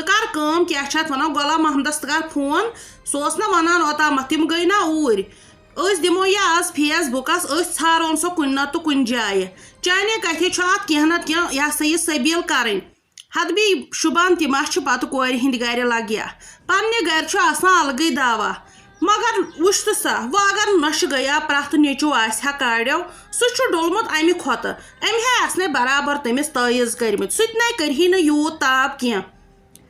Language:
Kashmiri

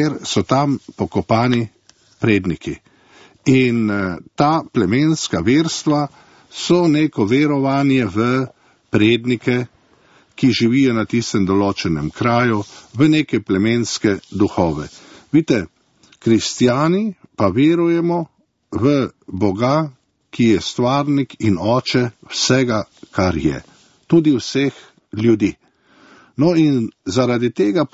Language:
Slovenian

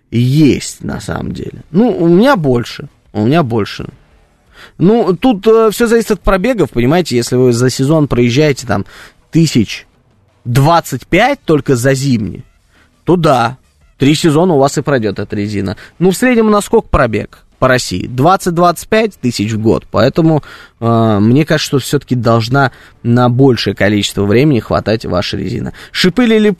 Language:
Russian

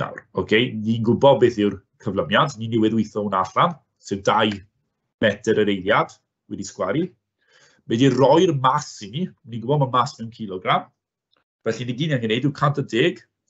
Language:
Welsh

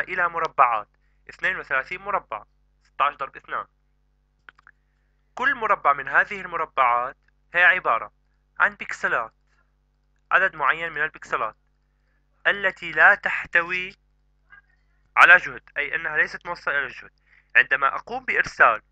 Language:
Arabic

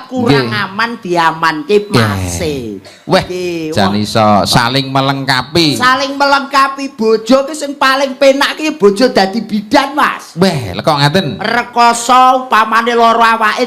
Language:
Javanese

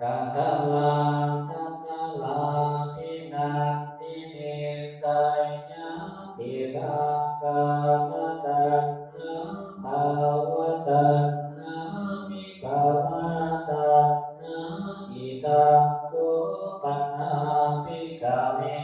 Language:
Pali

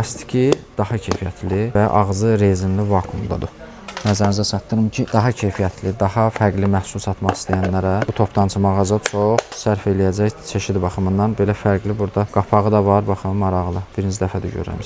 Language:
Azerbaijani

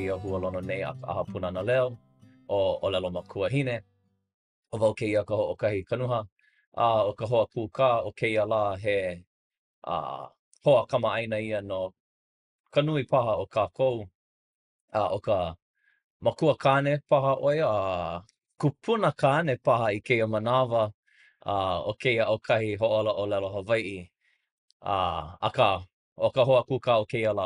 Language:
Hawaiian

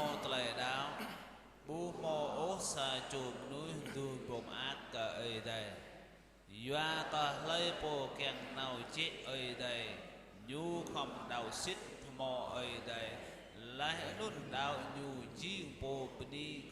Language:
Jarai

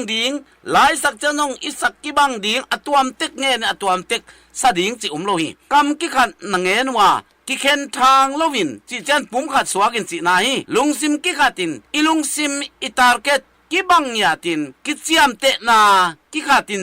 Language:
Tedim Chin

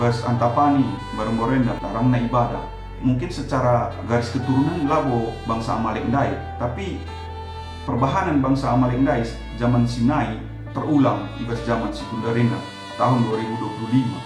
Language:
Batak Karo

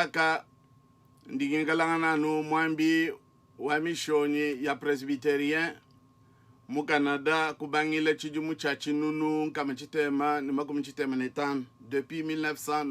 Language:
Luba-Lulua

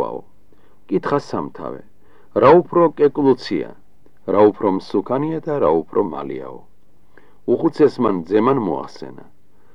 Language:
Georgian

